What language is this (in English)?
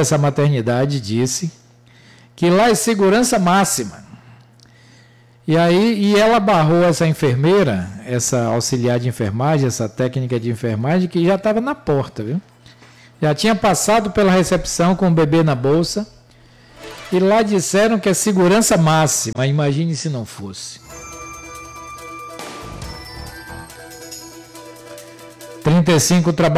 Portuguese